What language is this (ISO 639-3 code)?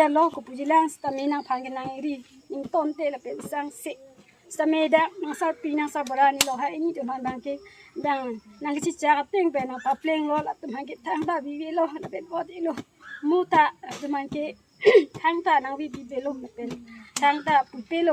mjw